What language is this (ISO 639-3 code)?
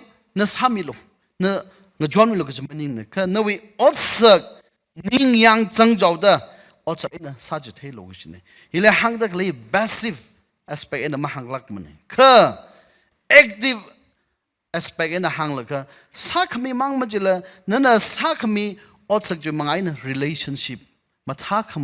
nmf